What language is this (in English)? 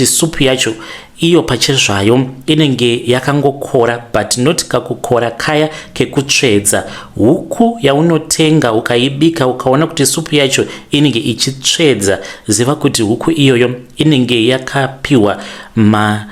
Shona